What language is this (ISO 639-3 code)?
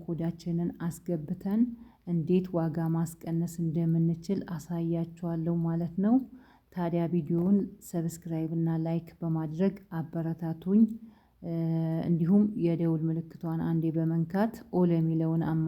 amh